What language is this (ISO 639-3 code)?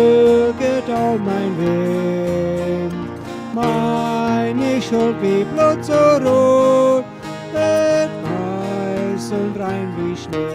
pdt